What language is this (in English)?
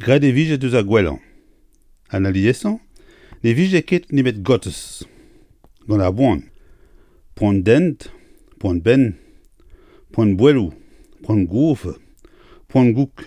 Breton